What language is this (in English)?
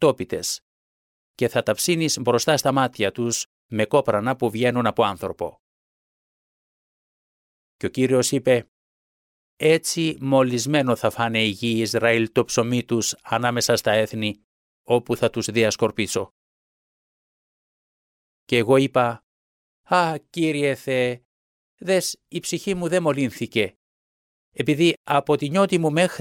Greek